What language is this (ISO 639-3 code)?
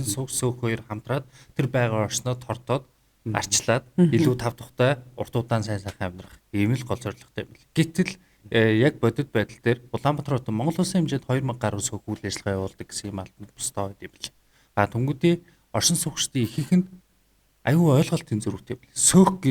mon